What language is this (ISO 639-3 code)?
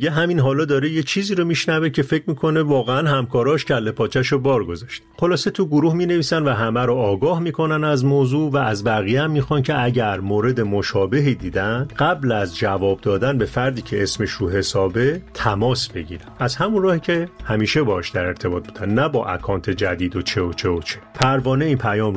fas